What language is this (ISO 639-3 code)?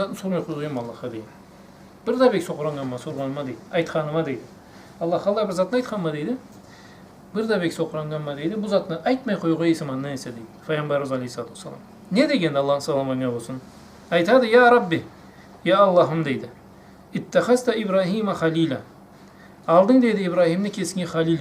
krc